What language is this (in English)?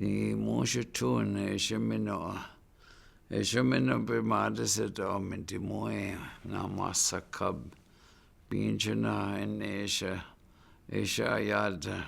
Chippewa